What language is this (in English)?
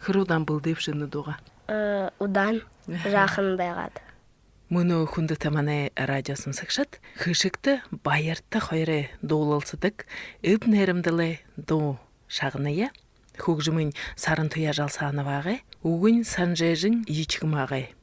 Buriat